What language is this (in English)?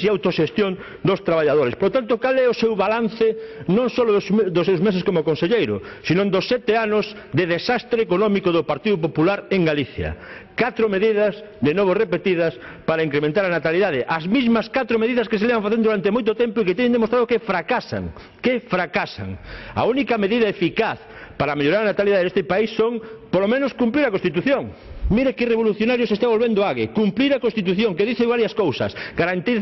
Galician